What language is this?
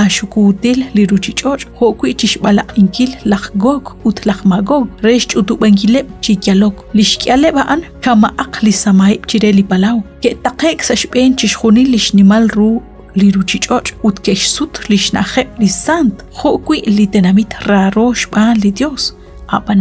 Kekchí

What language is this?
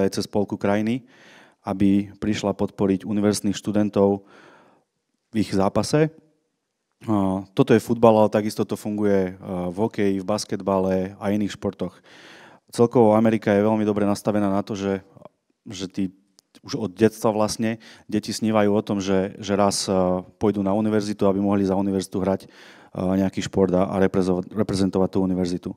Slovak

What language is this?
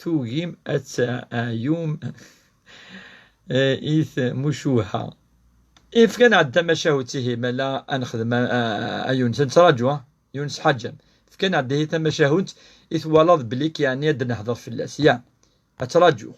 Kabyle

